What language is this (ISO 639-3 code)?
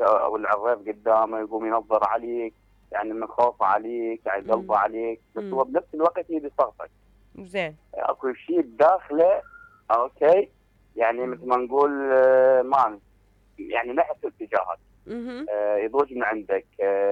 acm